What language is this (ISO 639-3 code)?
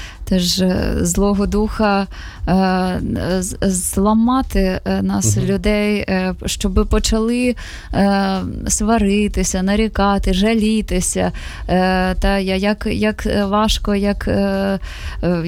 ukr